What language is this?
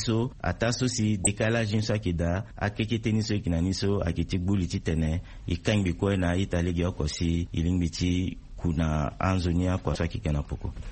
Sango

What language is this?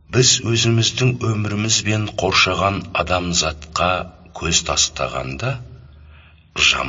Kazakh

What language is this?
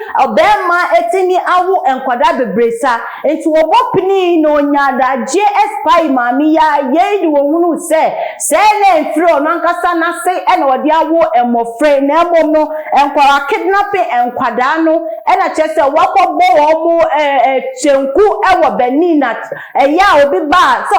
Akan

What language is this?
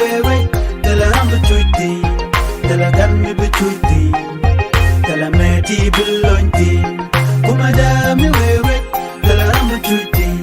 Nuer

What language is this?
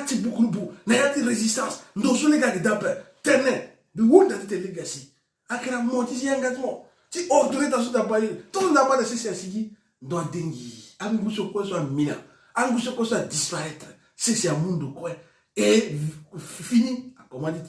Sango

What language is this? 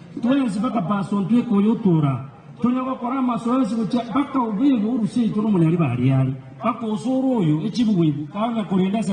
Gusii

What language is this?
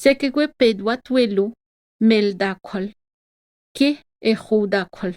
Atikamekw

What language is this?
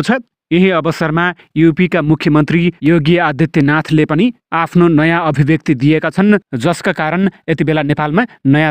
Nepali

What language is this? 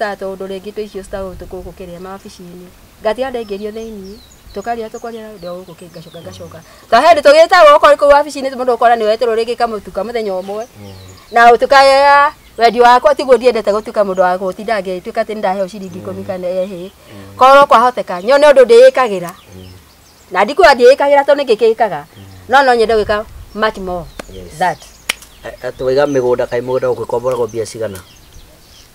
Kikuyu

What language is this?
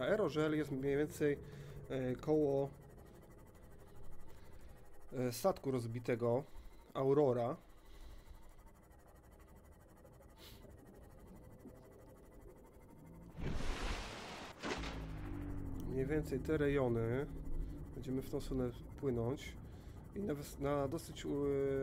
Polish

